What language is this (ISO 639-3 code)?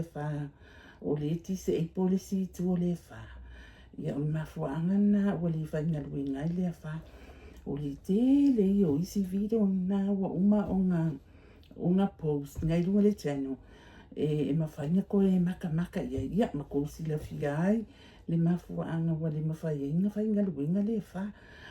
smo